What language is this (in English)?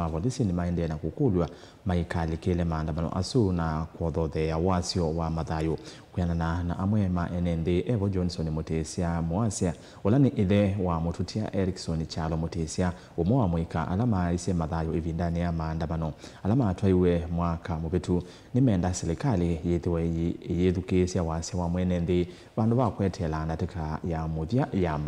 Kamba